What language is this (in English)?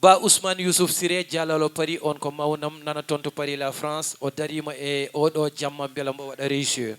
Fula